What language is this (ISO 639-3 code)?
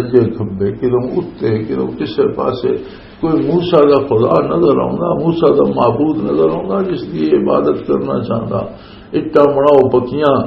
lah